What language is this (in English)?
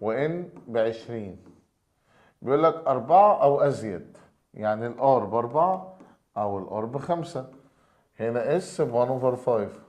Egyptian Arabic